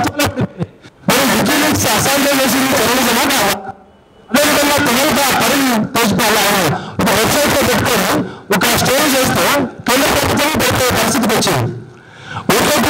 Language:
Telugu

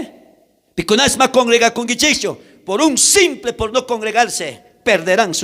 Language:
South Bolivian Quechua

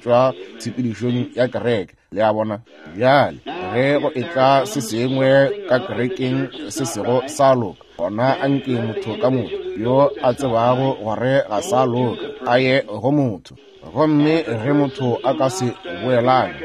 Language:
Northern Sotho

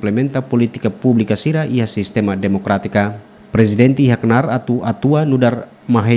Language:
Tetum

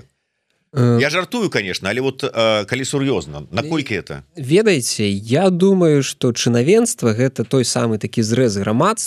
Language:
Belarusian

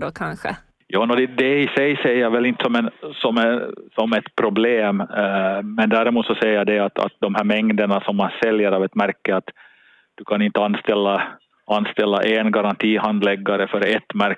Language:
Swedish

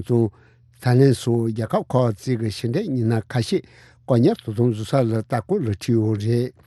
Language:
Tibetan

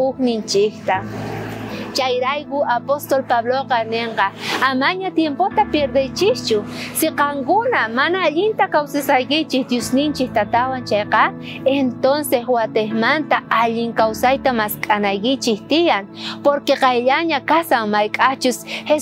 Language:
South Bolivian Quechua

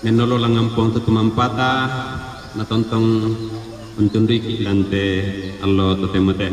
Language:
Toraja-Sa'dan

